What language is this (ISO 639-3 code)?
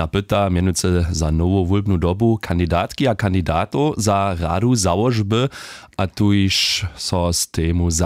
hsb